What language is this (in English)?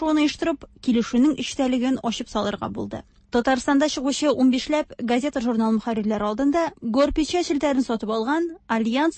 Tatar